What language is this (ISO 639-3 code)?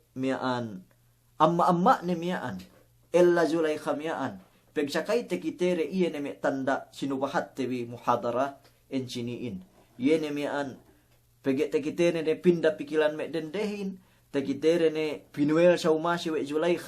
yka